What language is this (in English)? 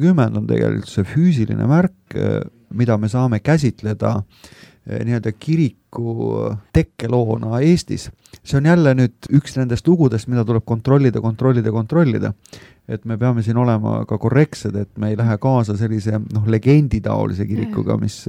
Estonian